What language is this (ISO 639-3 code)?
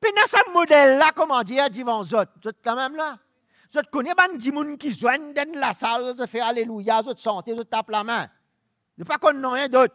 mfe